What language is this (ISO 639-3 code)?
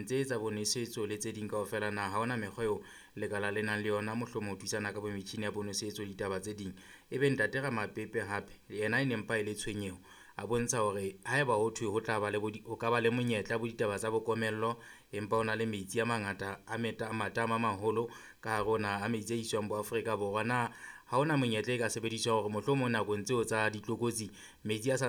sot